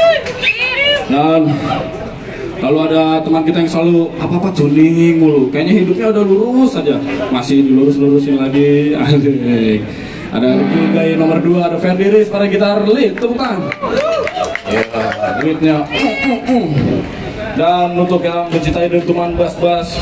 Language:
Indonesian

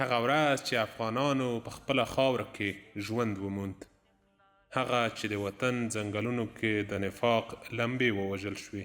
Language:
Pashto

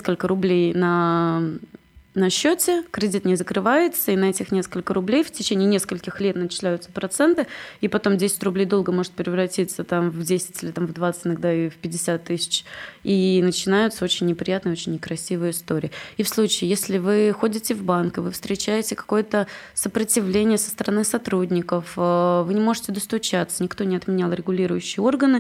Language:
Russian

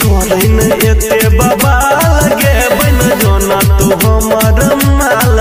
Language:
Bhojpuri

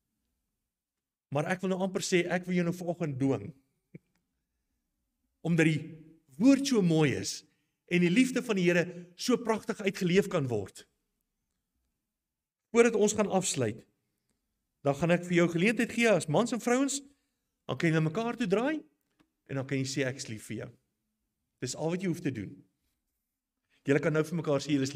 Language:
Afrikaans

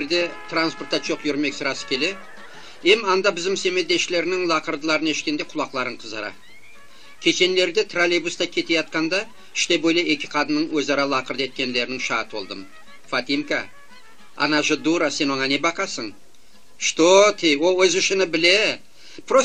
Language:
Crimean Tatar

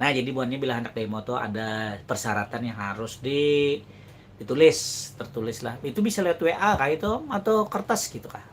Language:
Banjar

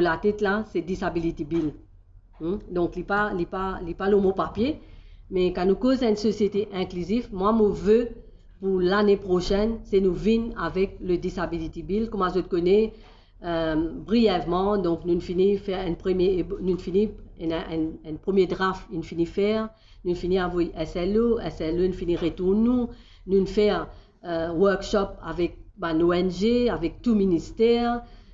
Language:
Morisyen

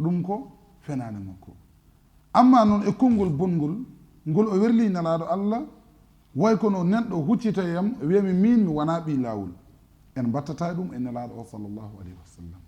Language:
Fula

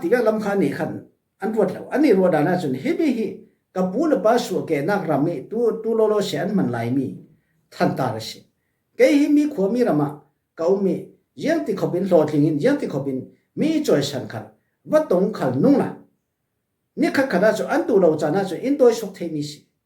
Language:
Falam Chin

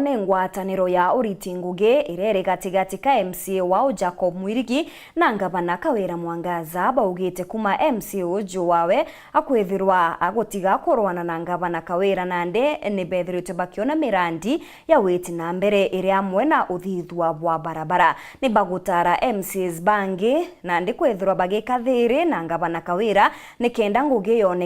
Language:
Meru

